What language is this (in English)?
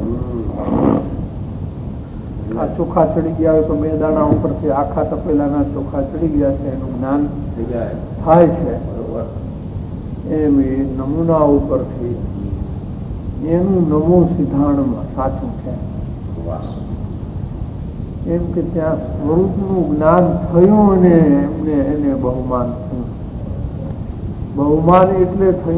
Gujarati